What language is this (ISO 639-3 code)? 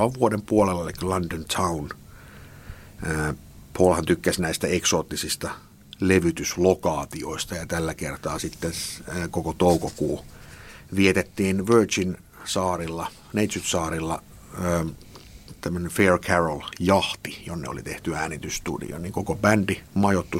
fin